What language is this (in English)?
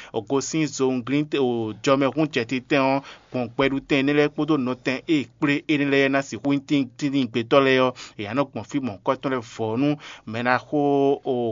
Fon